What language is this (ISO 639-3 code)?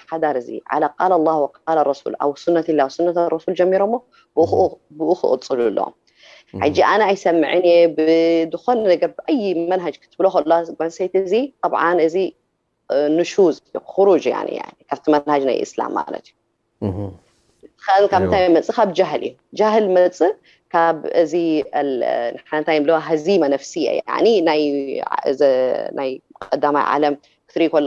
tir